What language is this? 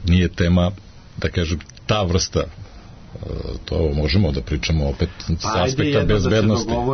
Serbian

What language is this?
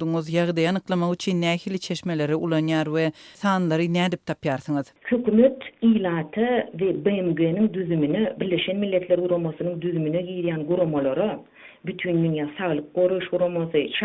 Turkmen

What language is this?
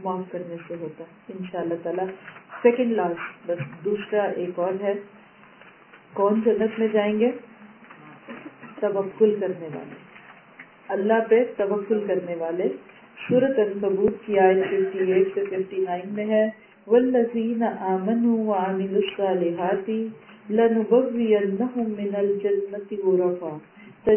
Urdu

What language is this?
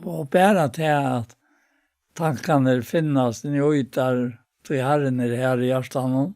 Faroese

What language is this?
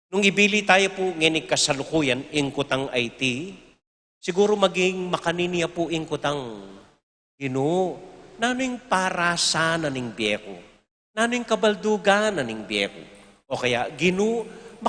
Pampanga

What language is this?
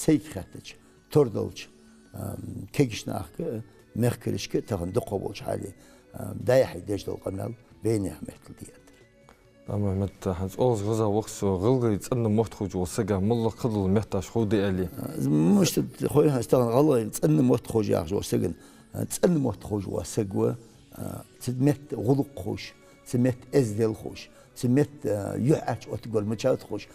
Ingush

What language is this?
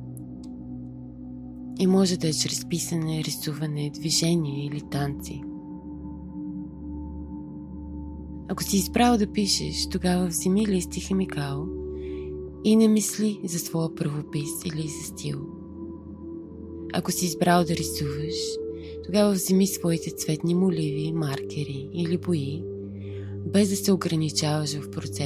Bulgarian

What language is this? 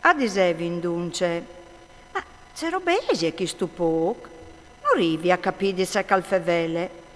Friulian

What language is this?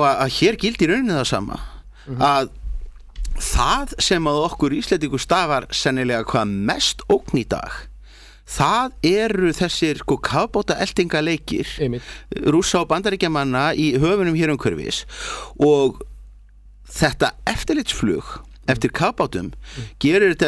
Icelandic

